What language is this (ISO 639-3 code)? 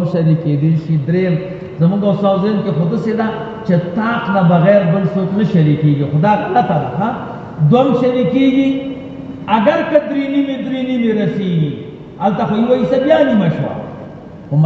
pus